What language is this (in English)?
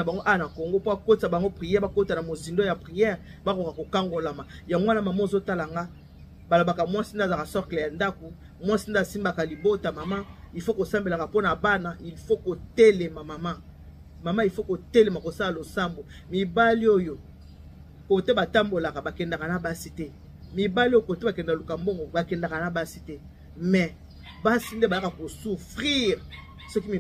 Lingala